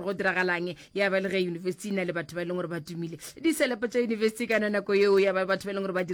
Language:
Northern Sotho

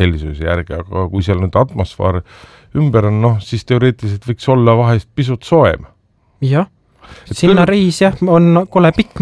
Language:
Estonian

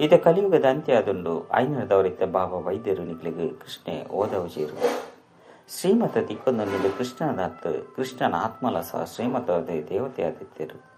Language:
Tulu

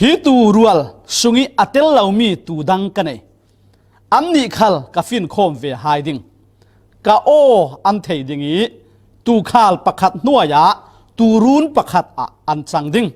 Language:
Falam Chin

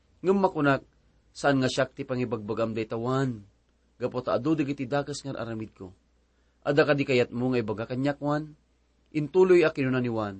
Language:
Iloko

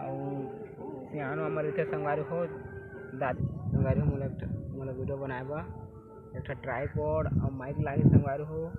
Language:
Chhattisgarhi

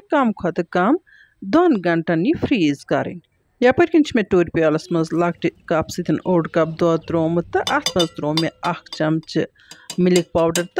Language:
Kashmiri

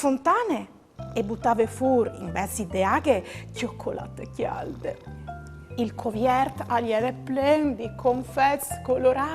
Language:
Friulian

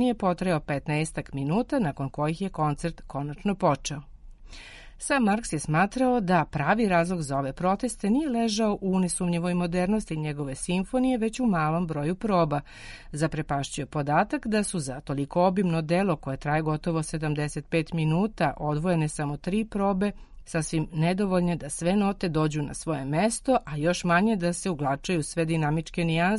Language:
Serbian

